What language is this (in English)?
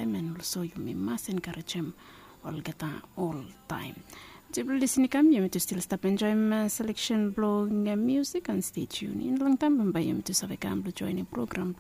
Bislama